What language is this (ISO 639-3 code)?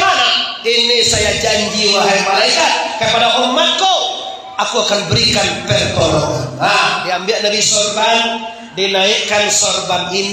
min